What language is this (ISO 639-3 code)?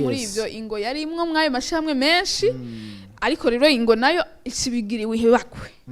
run